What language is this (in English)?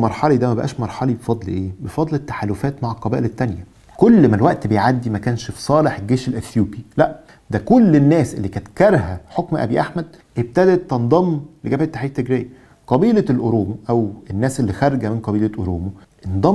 Egyptian Arabic